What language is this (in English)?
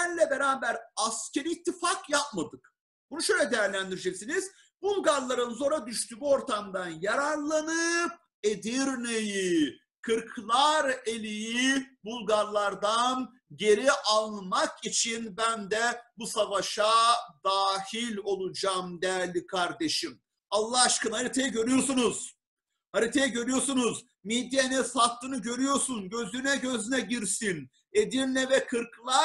Turkish